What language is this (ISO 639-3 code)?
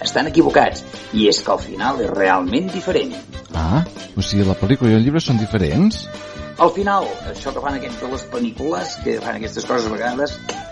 cat